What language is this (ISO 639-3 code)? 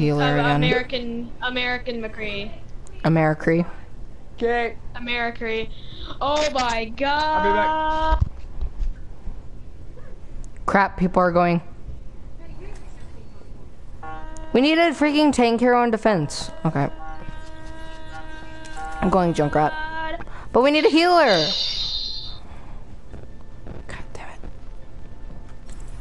eng